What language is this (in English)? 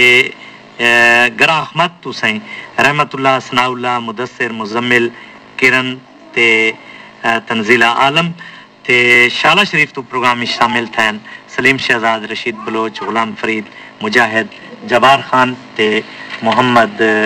Saraiki